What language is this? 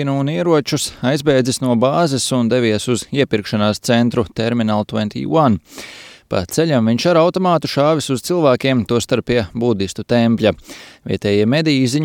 Latvian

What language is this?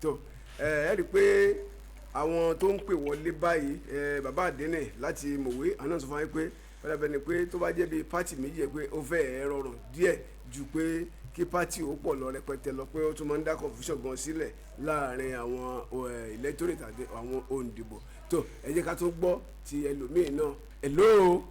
Yoruba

